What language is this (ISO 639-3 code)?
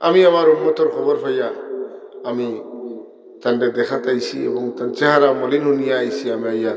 syl